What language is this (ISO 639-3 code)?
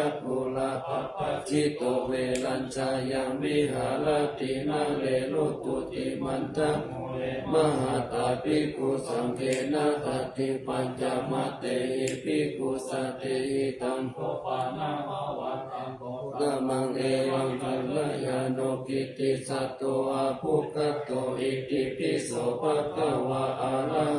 pli